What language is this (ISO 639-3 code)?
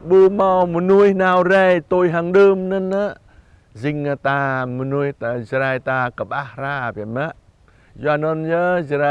jra